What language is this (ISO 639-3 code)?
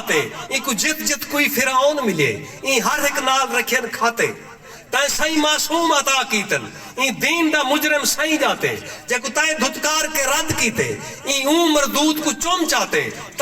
skr